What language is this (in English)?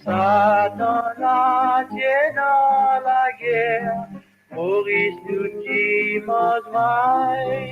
Morisyen